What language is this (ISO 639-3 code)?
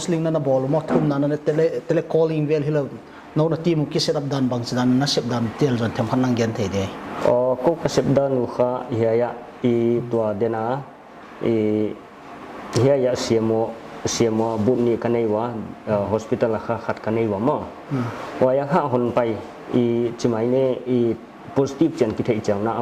pck